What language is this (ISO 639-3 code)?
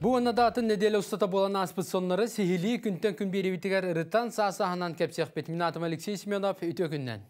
sah